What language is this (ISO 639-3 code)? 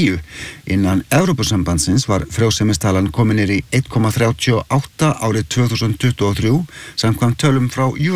isl